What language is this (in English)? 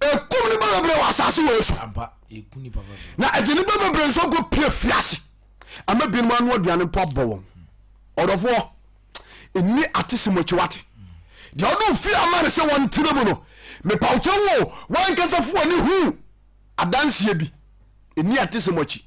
Akan